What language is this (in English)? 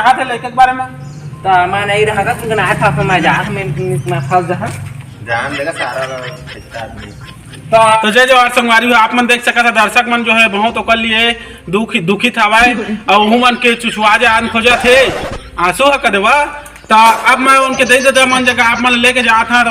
Chhattisgarhi